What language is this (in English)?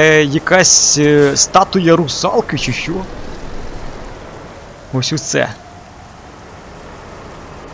Ukrainian